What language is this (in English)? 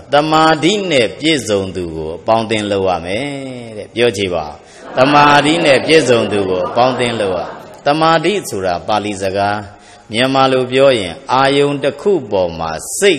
Burmese